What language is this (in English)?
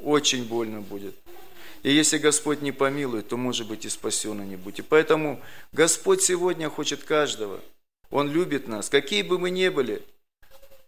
Russian